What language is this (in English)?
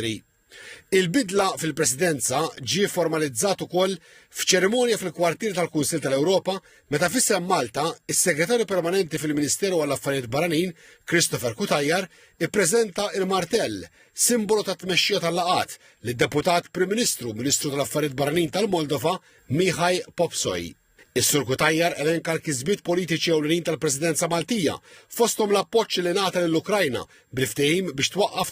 Maltese